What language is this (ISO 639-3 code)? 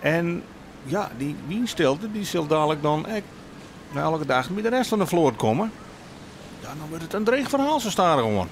fry